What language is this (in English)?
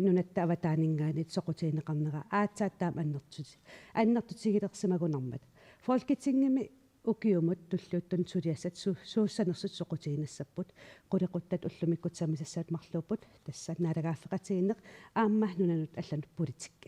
Kalaallisut